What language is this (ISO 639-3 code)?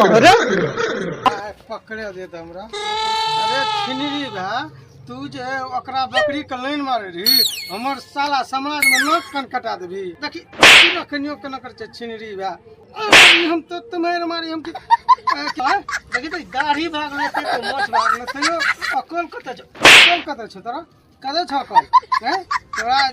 mai